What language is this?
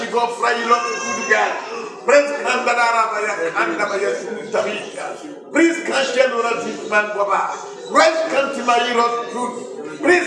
Mossi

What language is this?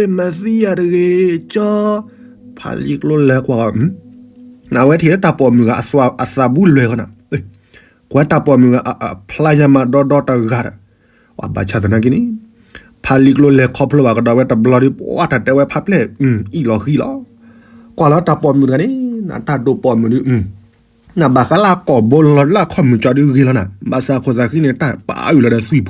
S'gaw Karen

